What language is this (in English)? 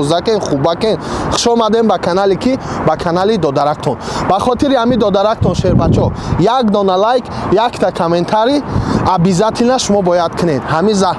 Tajik